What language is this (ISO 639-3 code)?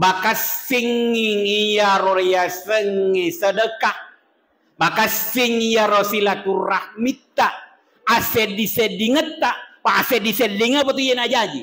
bug